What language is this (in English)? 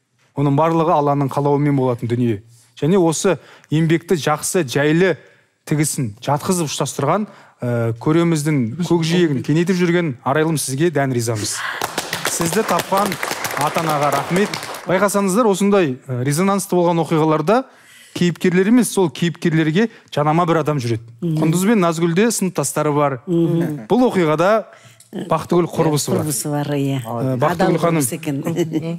Kazakh